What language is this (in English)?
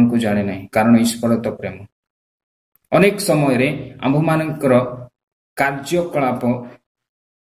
Odia